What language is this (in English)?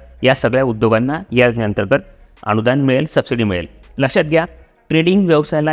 Marathi